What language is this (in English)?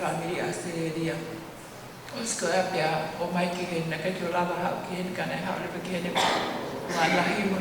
Tongan